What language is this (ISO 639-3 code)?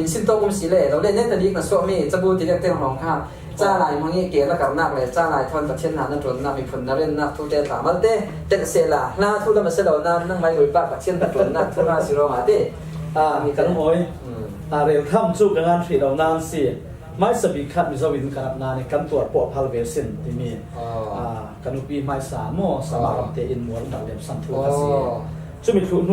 cfm